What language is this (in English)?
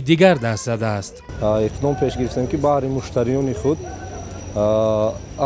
Tajik